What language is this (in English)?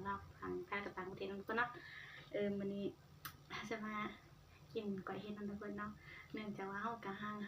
Northeastern Thai